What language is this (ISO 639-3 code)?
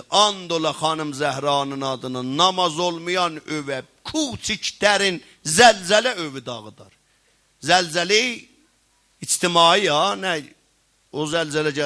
azb